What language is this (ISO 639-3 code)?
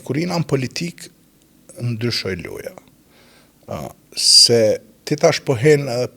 sqi